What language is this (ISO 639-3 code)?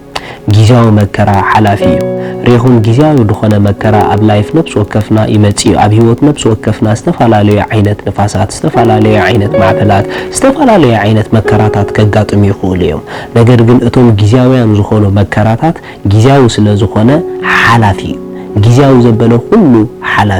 tir